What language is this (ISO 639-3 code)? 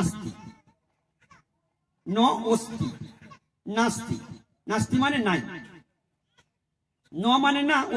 ben